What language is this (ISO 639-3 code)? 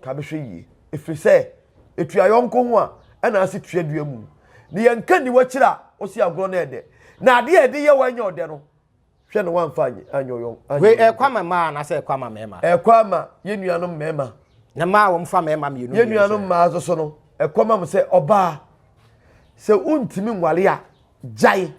aka